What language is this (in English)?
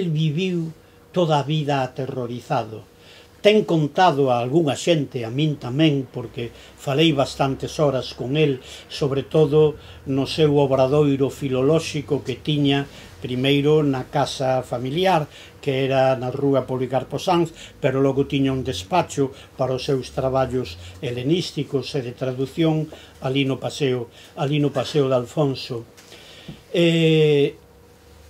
Galician